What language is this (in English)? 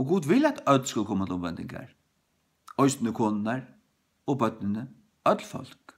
Faroese